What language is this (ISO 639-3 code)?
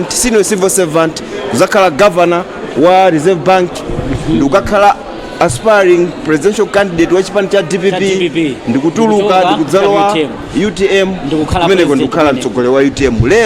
nya